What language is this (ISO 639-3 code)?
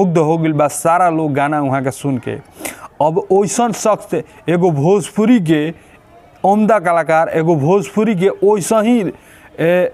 bho